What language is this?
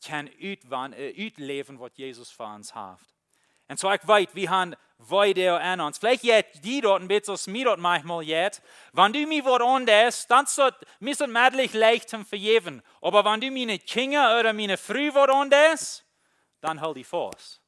Plautdietsch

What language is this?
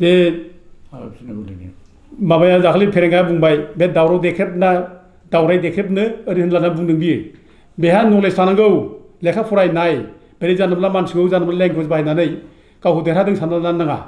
Bodo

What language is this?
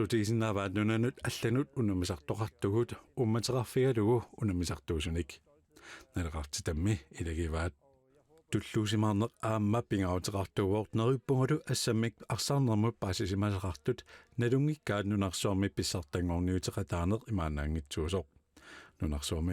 Kalaallisut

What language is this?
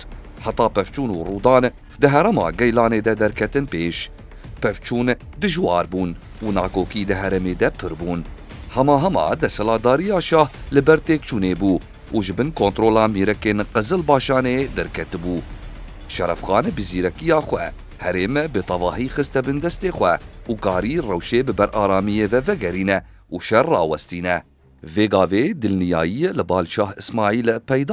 Kurdish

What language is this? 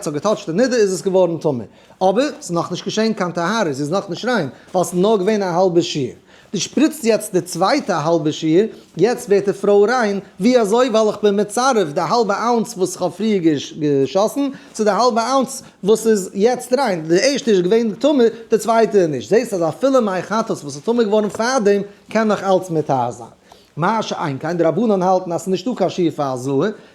Yiddish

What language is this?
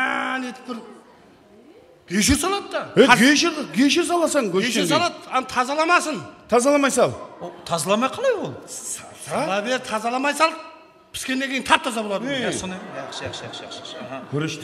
Kara-Kalpak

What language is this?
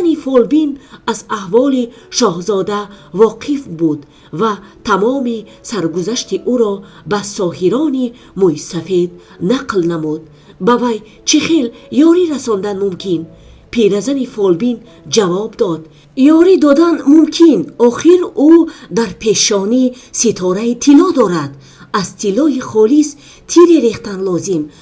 Tajik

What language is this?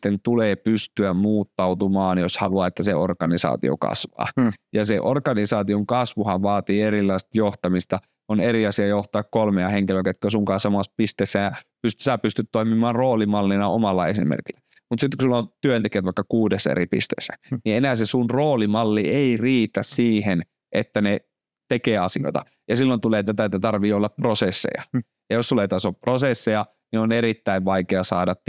Finnish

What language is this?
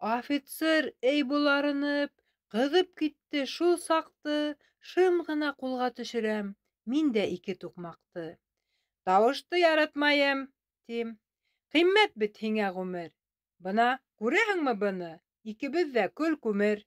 Bashkir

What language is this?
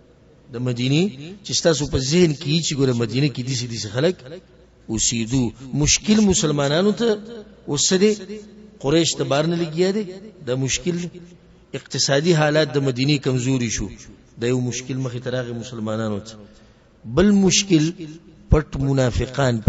Pashto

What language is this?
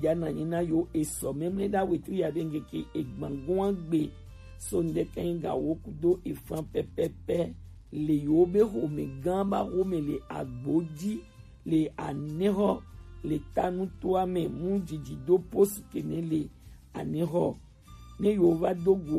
Gen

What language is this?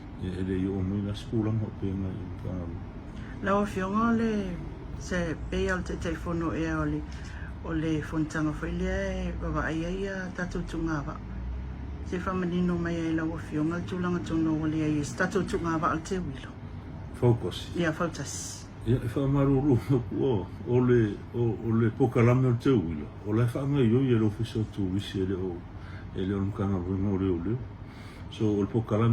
Samoan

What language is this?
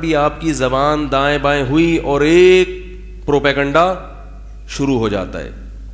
Urdu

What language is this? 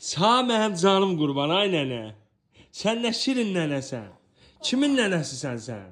Azerbaijani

